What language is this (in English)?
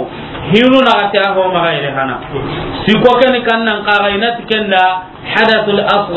Soninke